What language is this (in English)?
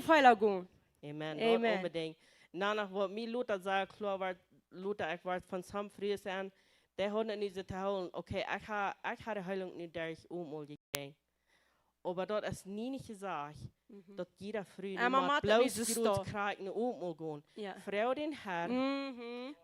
Plautdietsch